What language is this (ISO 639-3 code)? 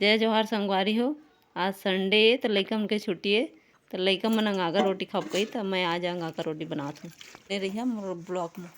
hne